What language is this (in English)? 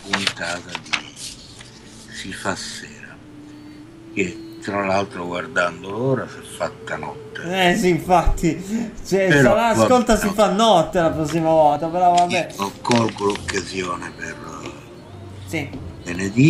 Italian